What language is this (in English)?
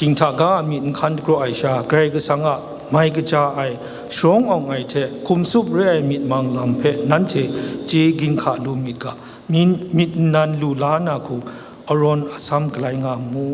Kachin